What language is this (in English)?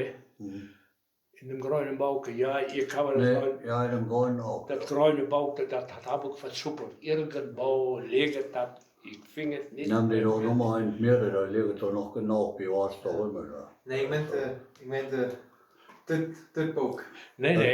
Westphalien